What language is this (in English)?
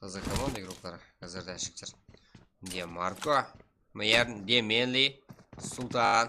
Kara-Kalpak